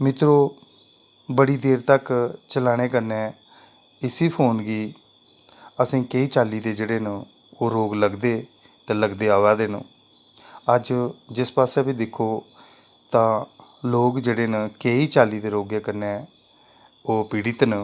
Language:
Dogri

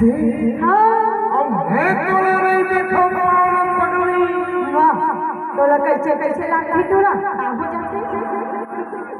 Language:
Chhattisgarhi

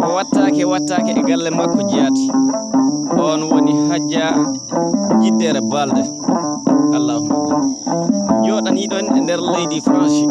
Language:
Fula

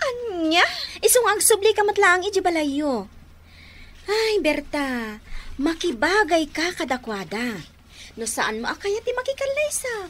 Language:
Iloko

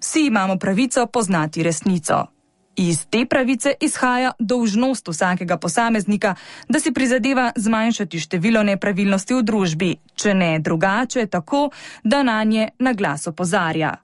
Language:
Slovenian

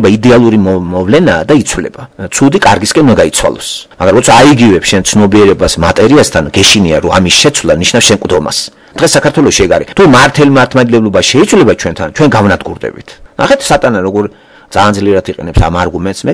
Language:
Georgian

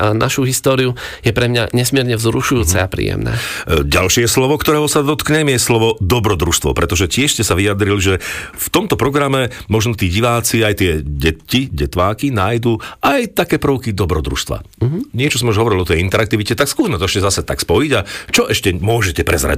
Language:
Slovak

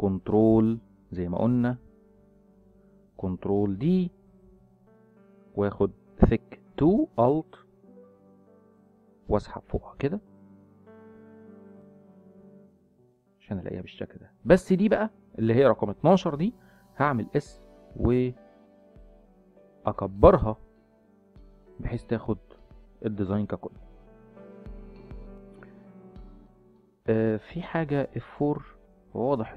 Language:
Egyptian Arabic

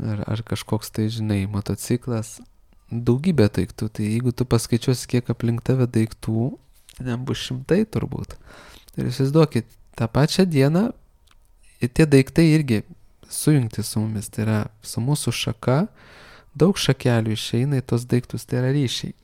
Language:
Lithuanian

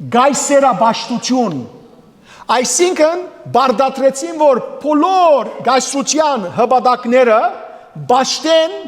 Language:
Western Armenian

